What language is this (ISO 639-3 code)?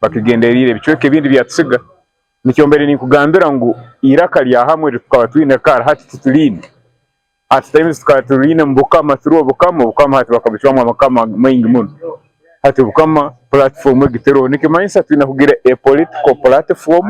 nyn